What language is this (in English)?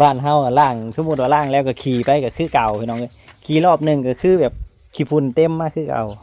Lao